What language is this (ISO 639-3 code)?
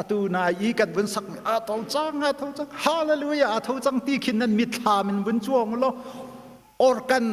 cnh